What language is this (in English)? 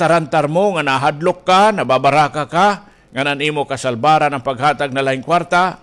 Waray